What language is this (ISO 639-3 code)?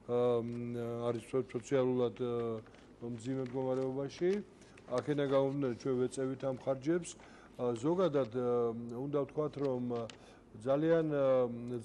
kat